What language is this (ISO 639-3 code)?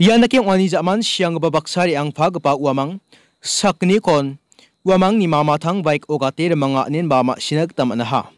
grt